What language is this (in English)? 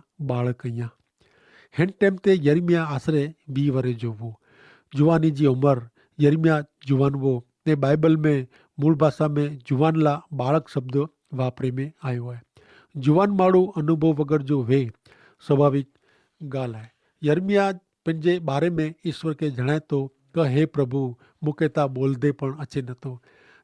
Kachhi